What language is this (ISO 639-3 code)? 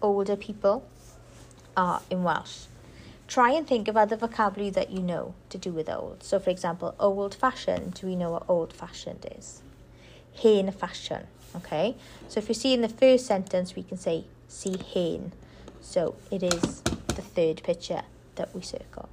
eng